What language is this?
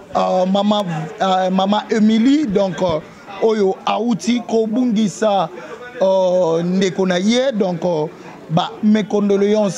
Lingala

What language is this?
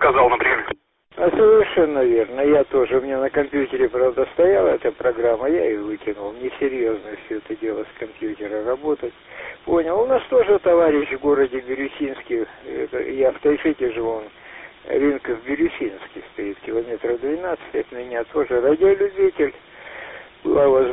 Russian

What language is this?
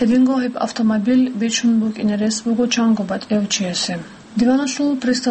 Avaric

